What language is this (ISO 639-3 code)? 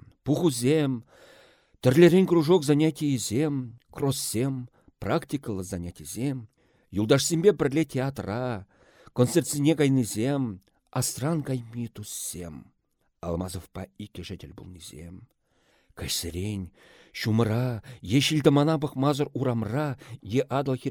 chv